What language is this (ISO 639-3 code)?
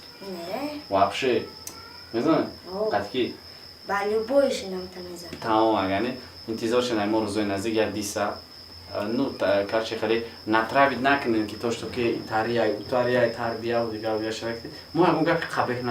tgk